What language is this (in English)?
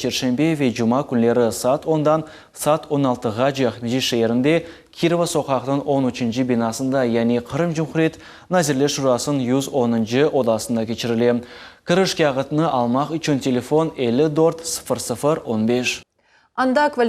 Crimean Tatar